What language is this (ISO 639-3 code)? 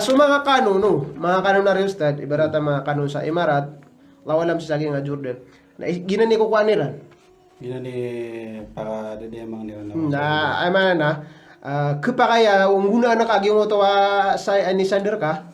mrw